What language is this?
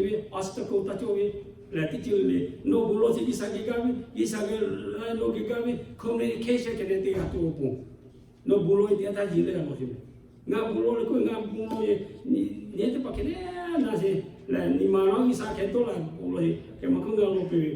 Lahu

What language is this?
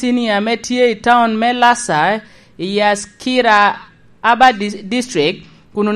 Lango (Uganda)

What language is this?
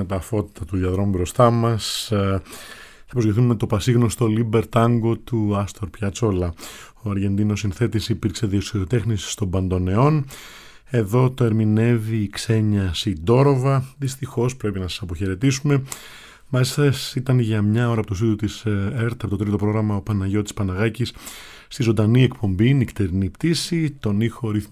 Greek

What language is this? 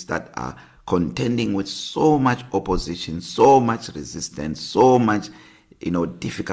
English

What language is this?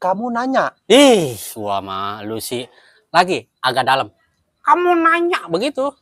Betawi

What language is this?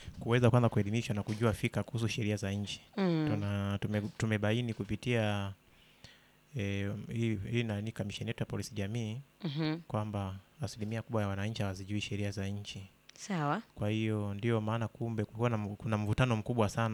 Swahili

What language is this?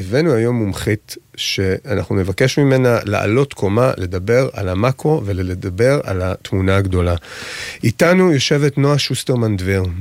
Hebrew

